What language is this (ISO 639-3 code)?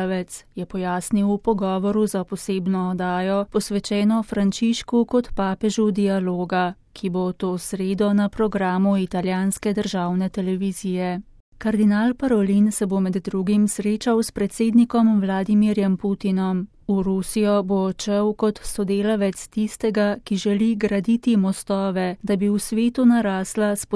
slv